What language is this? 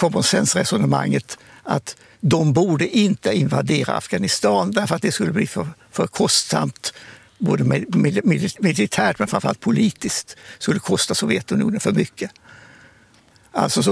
Swedish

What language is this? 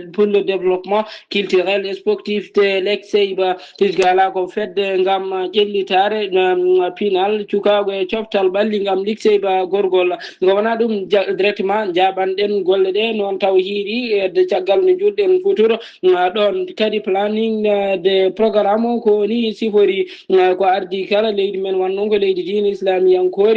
Fula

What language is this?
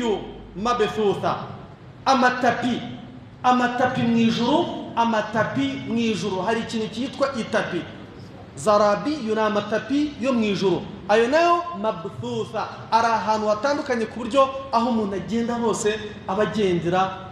Kinyarwanda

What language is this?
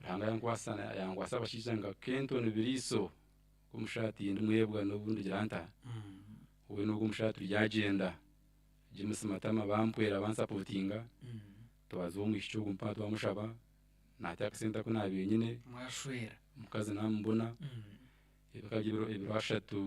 Nyankole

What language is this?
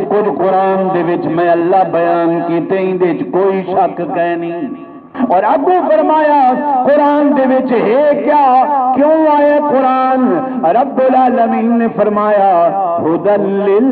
Saraiki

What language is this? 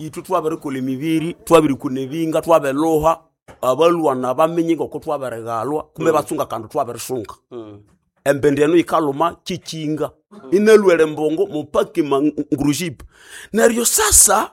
Nande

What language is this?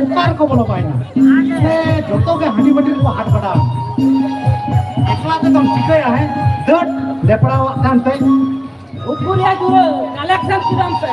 Santali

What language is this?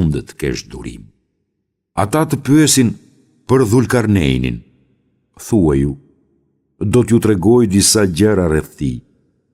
Albanian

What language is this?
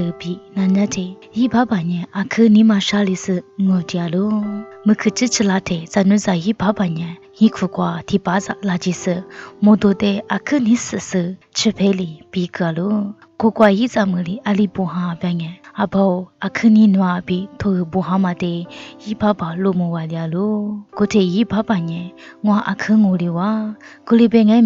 Lisu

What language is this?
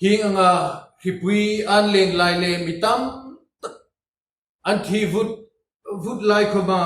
Hmar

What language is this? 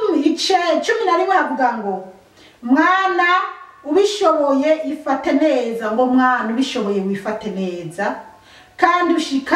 Rundi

